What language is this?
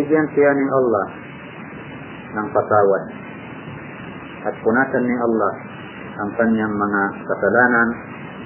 Filipino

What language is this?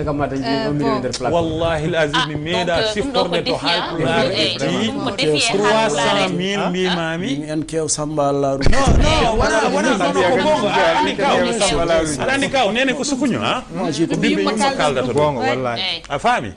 Fula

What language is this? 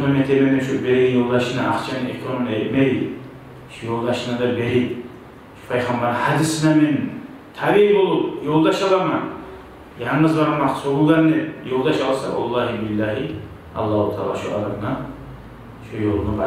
Kumyk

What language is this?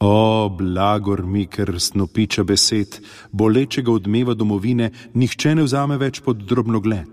Slovenian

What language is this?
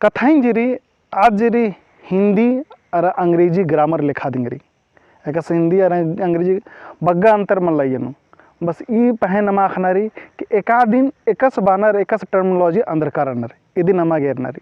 Kurukh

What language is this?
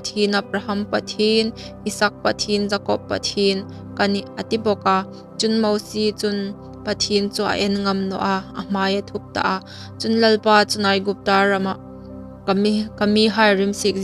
Hmar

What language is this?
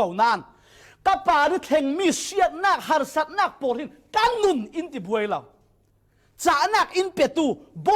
Falam Chin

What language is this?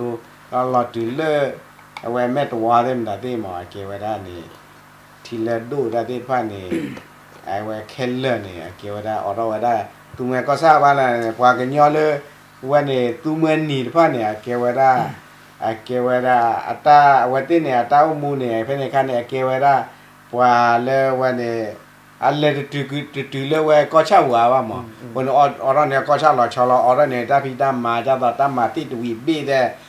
S'gaw Karen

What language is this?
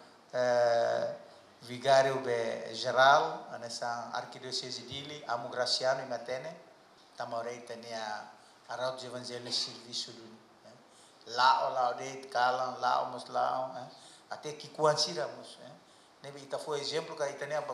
Tetum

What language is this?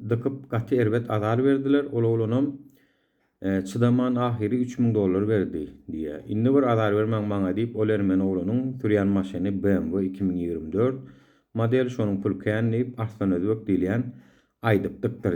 Turkmen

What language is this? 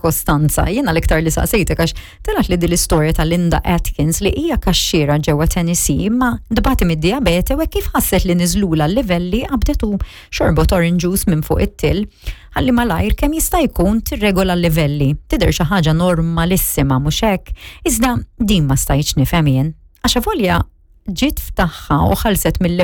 Maltese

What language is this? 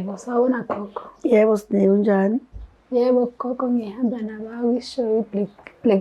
Zulu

